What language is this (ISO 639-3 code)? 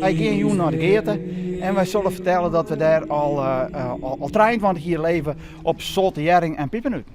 fry